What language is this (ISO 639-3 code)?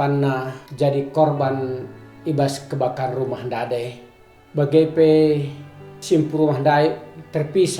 btx